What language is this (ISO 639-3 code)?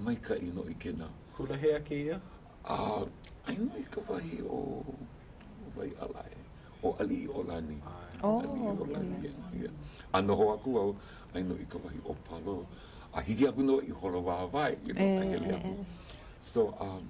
haw